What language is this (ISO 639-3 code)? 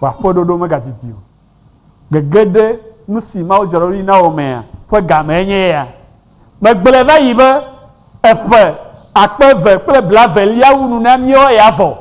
ewe